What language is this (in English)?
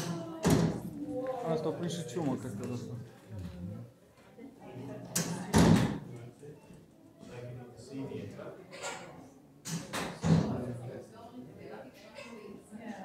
Romanian